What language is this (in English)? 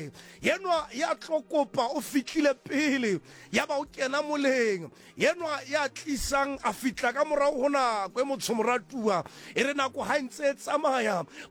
Southern Sotho